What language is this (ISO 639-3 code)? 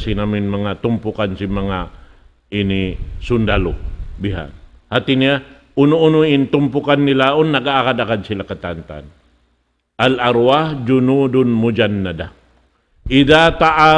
tsg